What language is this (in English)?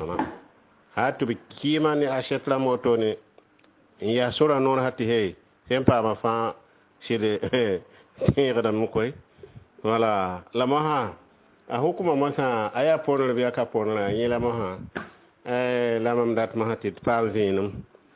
Mossi